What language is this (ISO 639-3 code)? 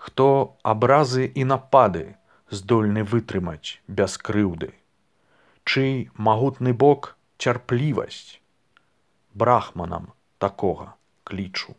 bel